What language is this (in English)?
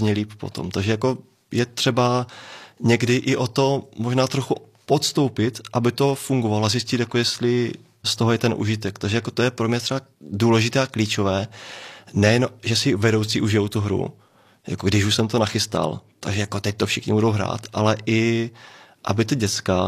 Czech